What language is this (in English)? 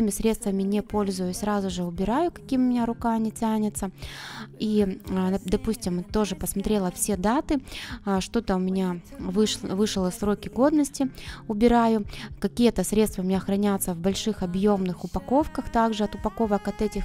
Russian